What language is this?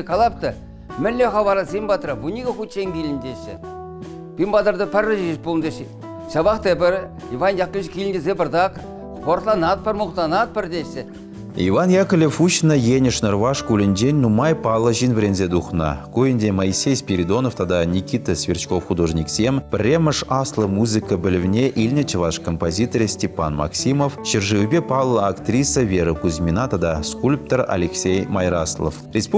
Chuvash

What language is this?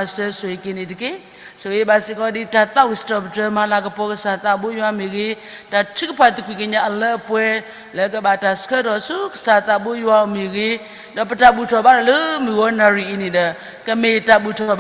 S'gaw Karen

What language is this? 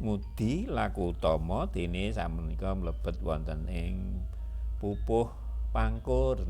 Javanese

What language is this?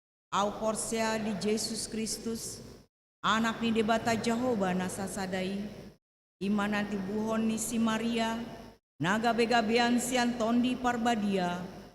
Batak Toba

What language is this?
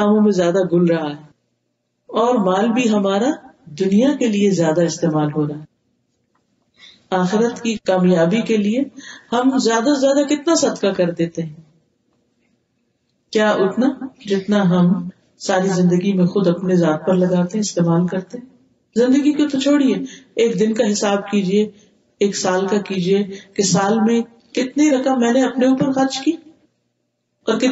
Urdu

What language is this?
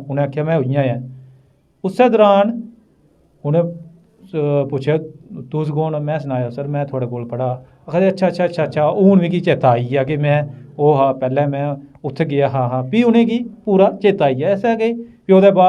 Dogri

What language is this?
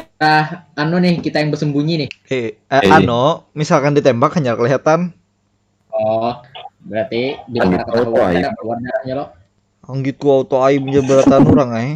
Banjar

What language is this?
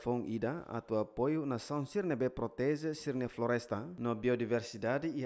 Tetum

